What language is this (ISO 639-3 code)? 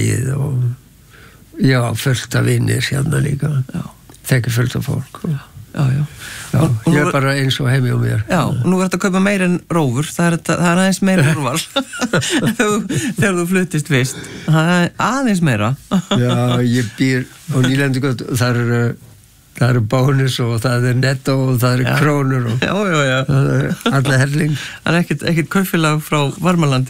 isl